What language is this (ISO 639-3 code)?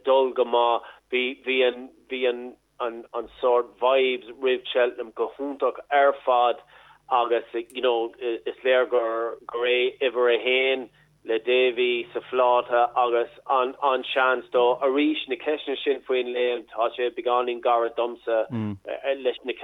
gle